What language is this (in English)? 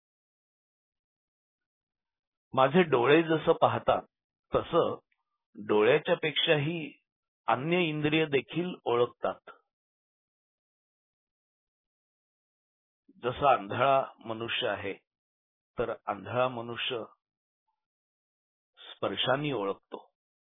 Marathi